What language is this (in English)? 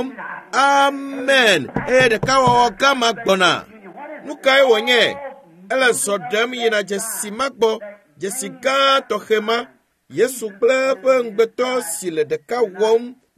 Ewe